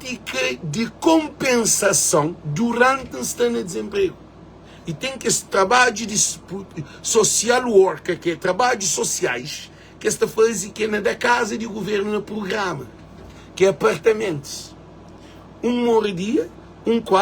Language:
Kabuverdianu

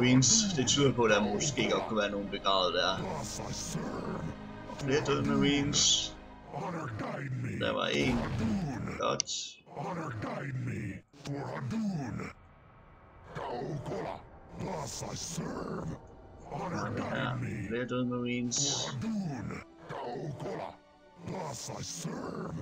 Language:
Danish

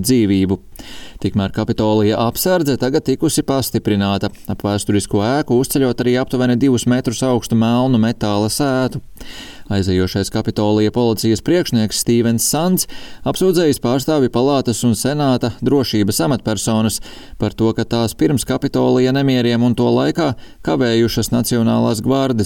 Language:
Latvian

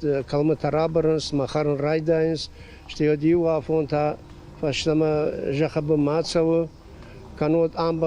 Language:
Ossetic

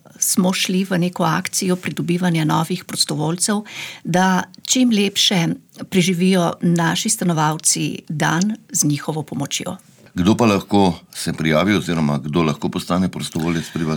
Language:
Slovenian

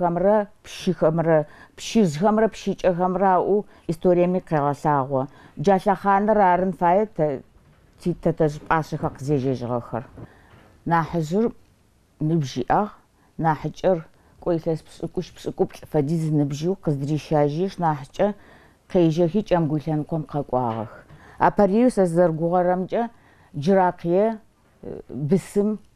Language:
Adyghe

